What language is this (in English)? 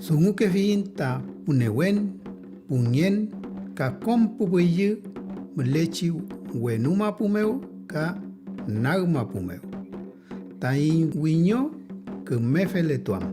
Mapuche